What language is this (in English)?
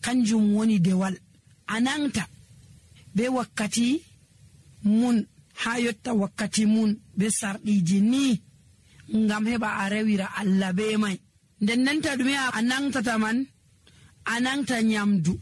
Nigerian Fulfulde